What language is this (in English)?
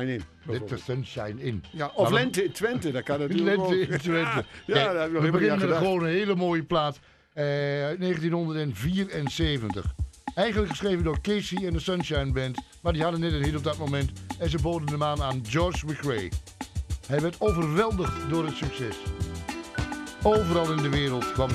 Dutch